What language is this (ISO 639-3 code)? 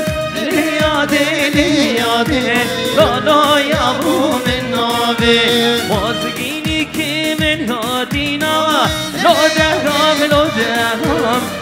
kur